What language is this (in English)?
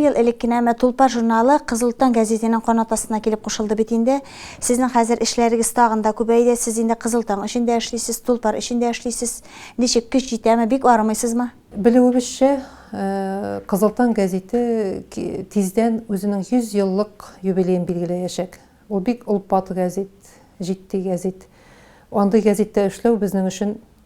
Tatar